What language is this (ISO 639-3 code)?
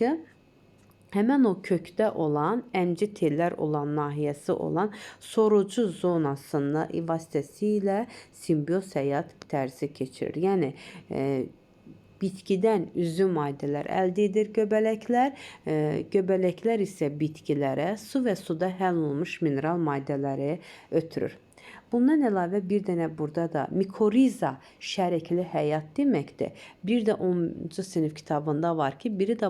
aze